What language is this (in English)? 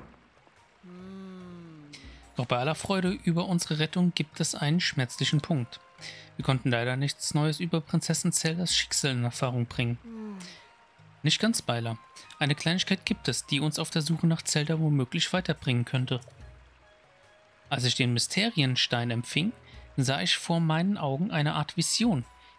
German